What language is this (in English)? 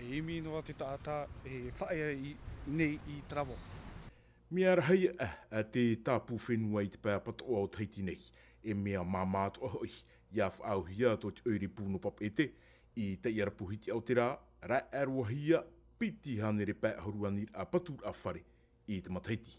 Tahitian